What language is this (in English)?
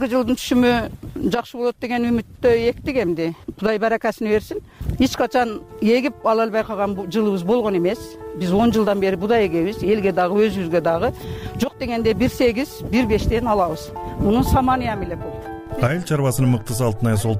Kyrgyz